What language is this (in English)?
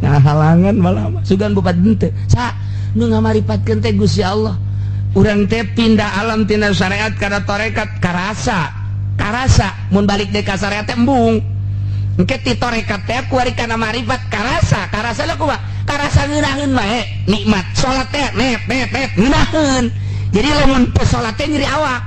Sundanese